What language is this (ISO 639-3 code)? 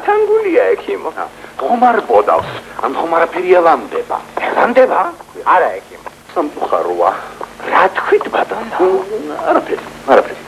kat